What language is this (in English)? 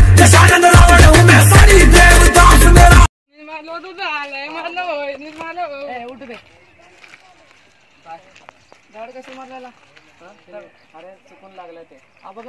Marathi